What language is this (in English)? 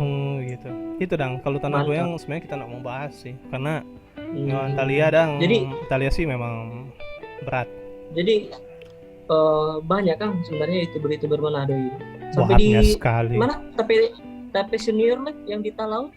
Manado Malay